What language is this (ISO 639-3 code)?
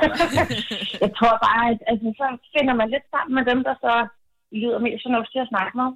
dan